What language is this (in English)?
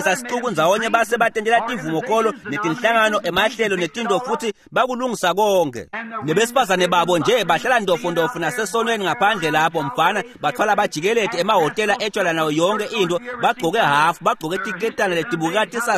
Swati